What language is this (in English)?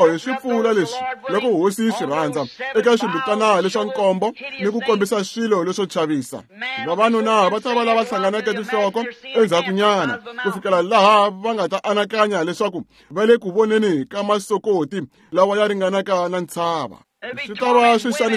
Tsonga